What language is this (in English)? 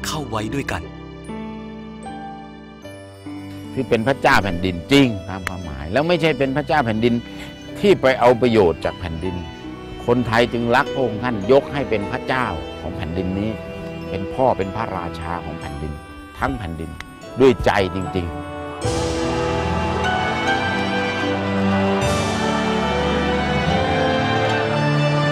Thai